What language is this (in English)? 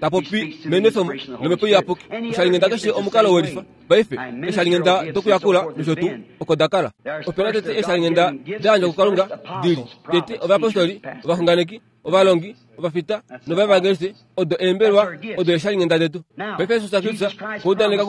Kuanyama